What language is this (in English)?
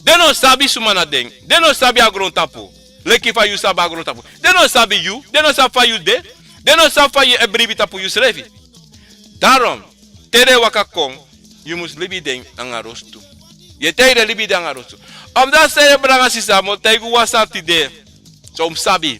Sranan Tongo